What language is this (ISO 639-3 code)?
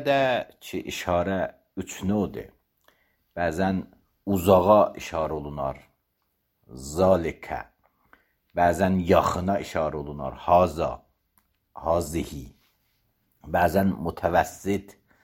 aze